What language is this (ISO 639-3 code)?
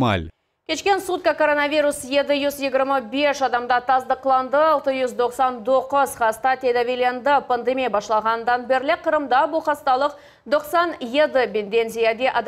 crh